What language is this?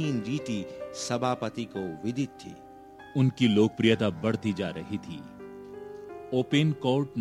Hindi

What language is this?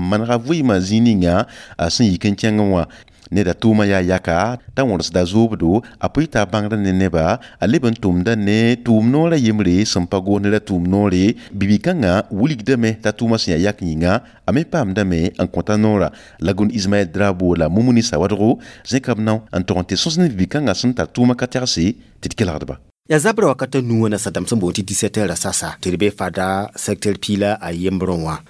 Mossi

